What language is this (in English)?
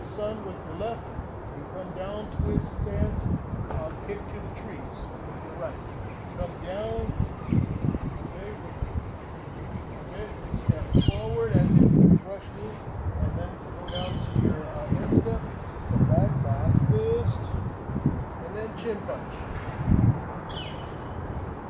English